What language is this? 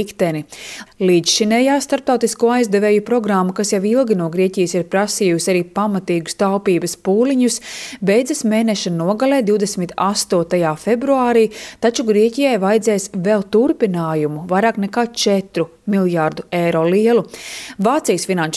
Latvian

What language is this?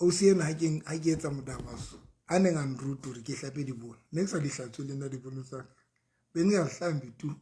Southern Sotho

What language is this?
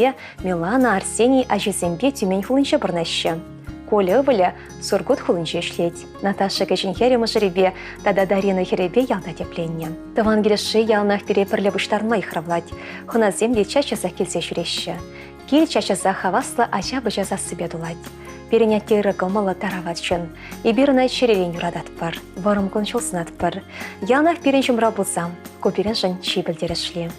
Chuvash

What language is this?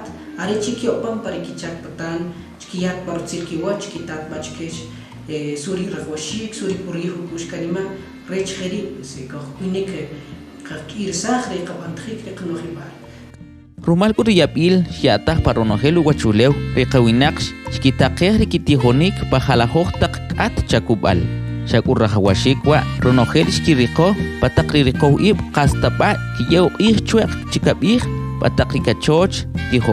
Kʼicheʼ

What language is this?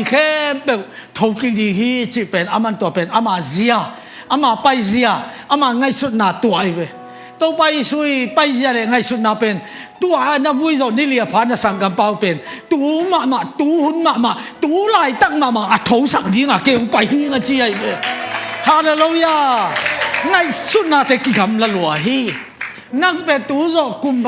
Tedim Chin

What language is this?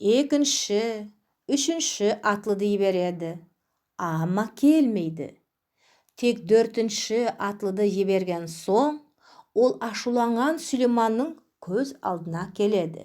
Nogai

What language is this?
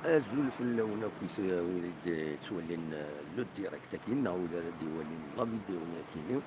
Kabyle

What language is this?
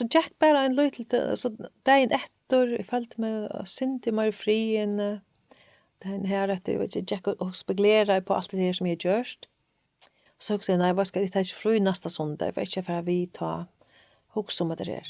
Faroese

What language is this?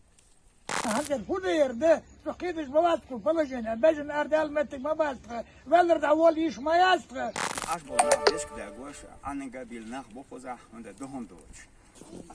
Chechen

